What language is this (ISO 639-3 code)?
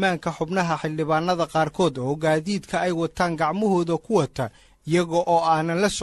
som